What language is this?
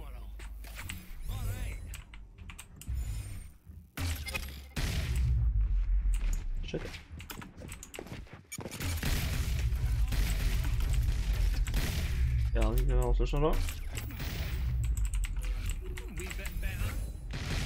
Norwegian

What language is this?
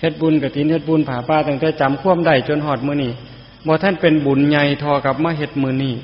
Northeastern Thai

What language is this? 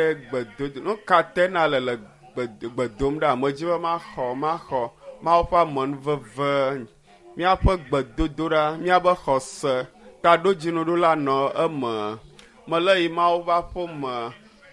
Ewe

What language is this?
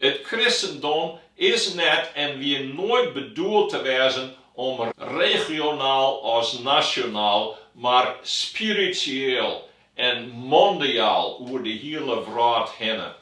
Western Frisian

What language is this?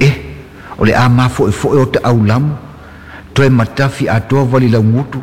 Samoan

